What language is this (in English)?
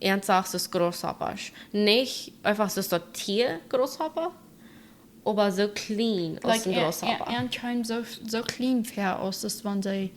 Plautdietsch